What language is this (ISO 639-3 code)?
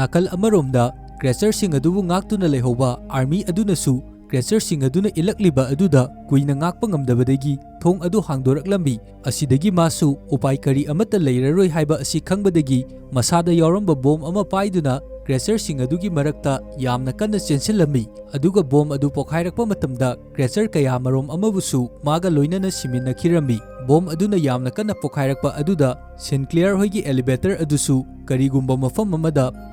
mni